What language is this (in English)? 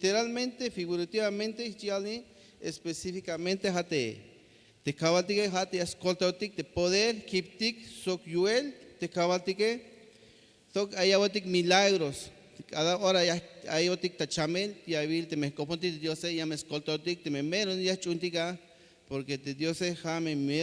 Tzeltal